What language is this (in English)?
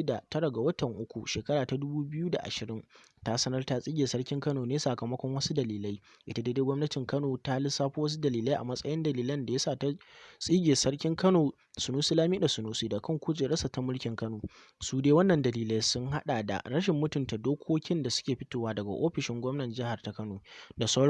Hausa